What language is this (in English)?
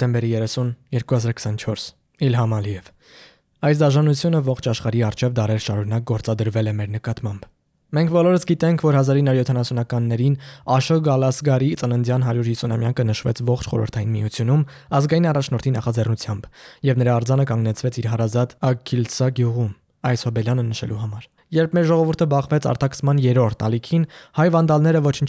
Armenian